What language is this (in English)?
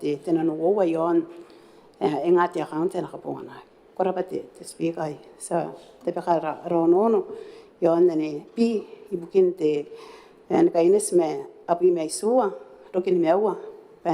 Gilbertese